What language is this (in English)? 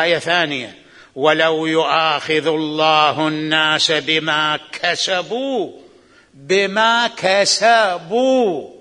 Mesopotamian Arabic